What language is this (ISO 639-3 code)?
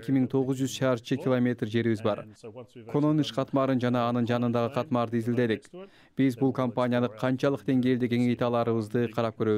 kir